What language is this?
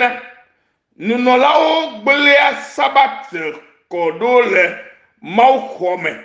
Ewe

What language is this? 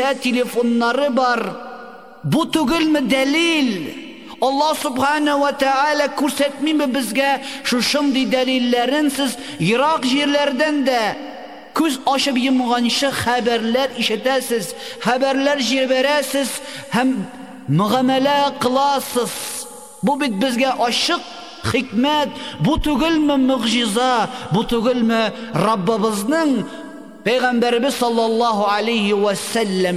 Tatar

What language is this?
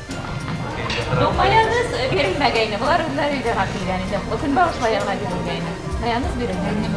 Bashkir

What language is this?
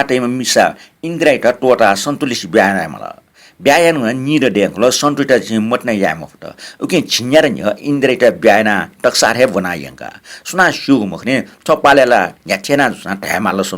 Newari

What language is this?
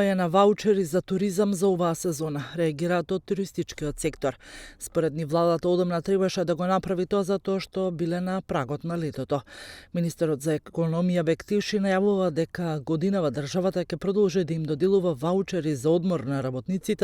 Macedonian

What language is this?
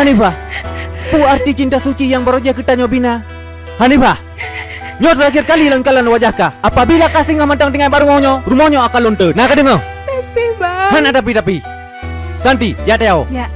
Achinese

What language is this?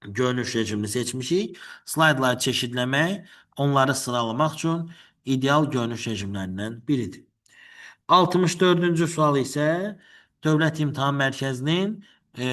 Azerbaijani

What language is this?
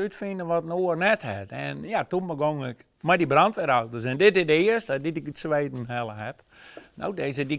Western Frisian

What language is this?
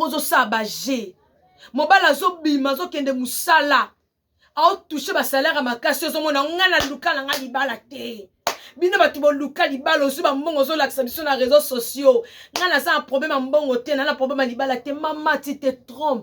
Lingala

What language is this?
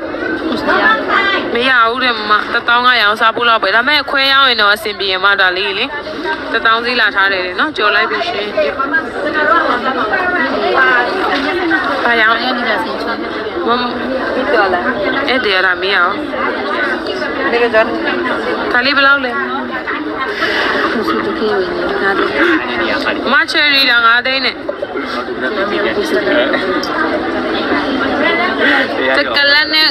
Burmese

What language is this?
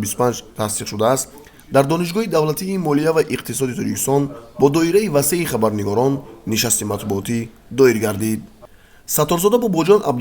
Tajik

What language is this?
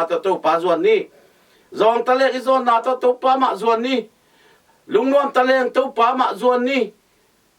Tedim Chin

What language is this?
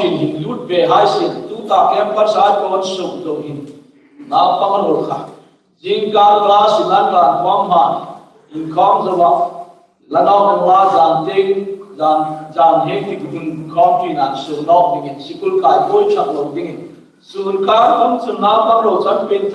Hmar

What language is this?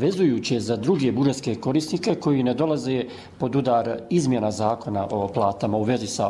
Bosnian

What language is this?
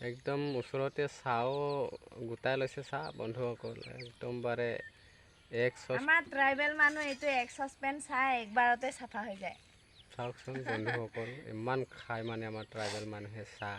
Assamese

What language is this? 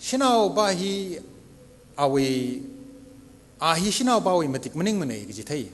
Tangkhul Naga (India)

